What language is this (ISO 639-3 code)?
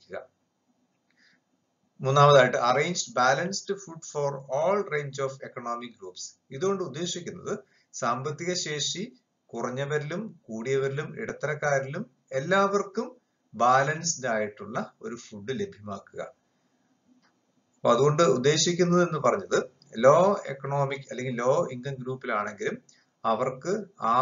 mal